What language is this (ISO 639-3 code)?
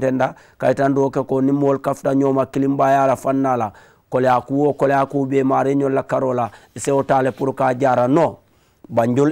man